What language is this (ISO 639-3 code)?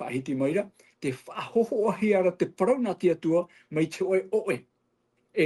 tah